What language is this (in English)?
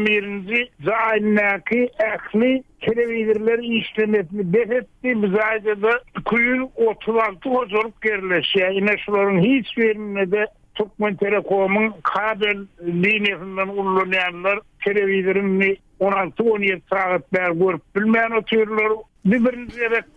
Turkmen